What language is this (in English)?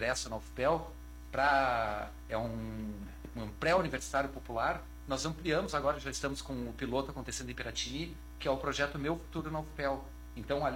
Portuguese